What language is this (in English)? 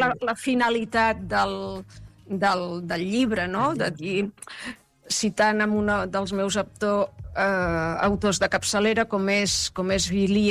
Catalan